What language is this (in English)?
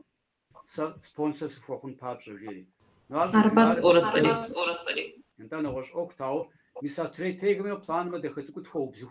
Kabardian